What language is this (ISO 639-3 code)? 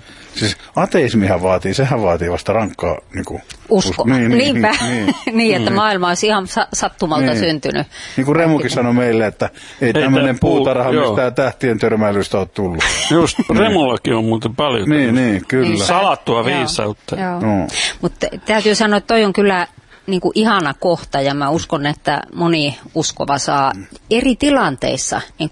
fin